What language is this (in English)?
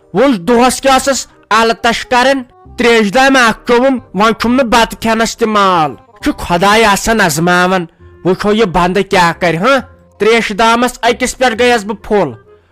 Kashmiri